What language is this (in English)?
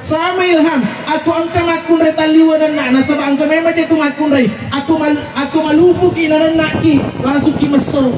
Buginese